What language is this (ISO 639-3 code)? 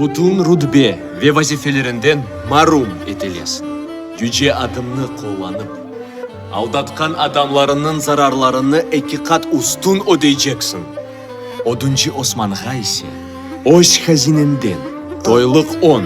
crh